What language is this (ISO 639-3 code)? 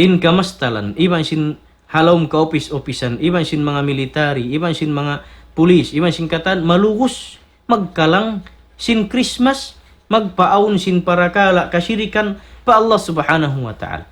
tsg